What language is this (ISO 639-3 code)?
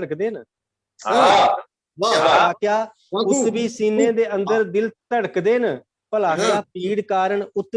doi